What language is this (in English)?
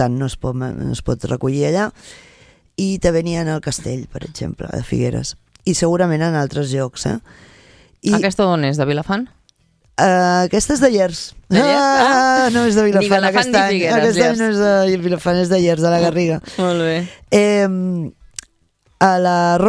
Catalan